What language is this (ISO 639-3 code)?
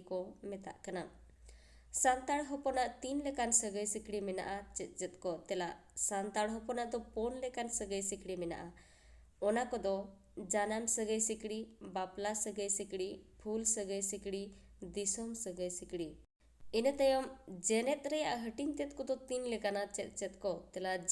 sat